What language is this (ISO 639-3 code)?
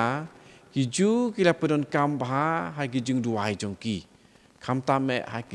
kha